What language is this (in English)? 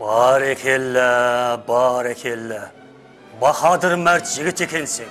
Kara-Kalpak